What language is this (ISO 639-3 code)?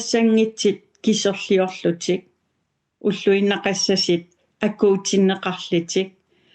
kal